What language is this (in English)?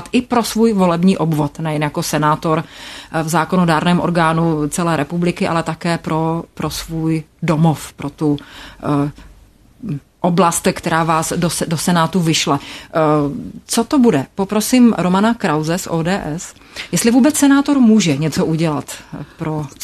Czech